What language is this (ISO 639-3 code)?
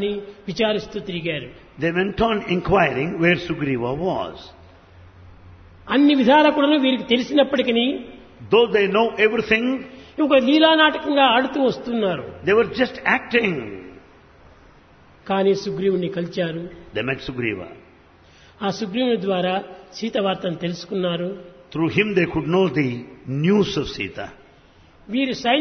tel